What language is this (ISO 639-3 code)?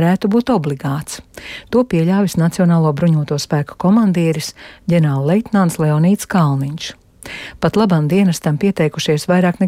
lav